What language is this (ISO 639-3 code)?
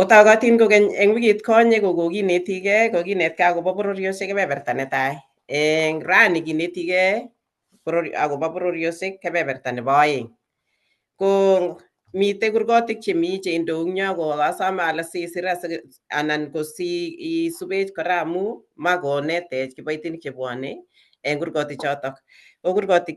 kln